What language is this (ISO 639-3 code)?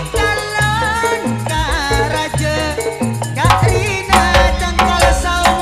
mad